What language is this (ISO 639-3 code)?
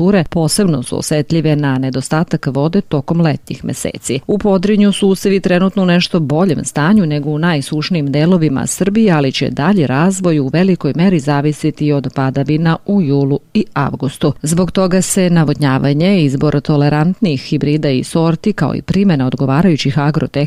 srp